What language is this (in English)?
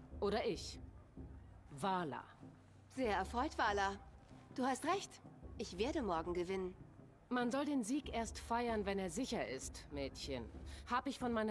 Swiss German